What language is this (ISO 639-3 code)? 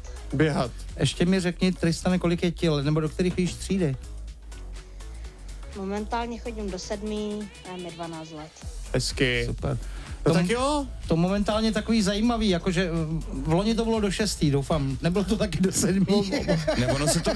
ces